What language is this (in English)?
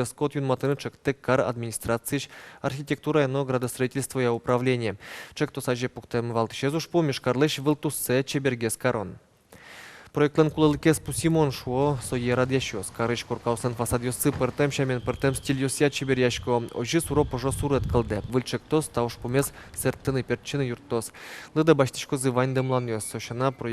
Udmurt